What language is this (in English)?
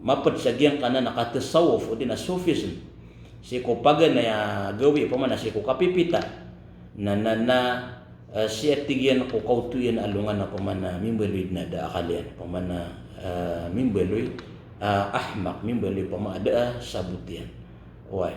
Maranao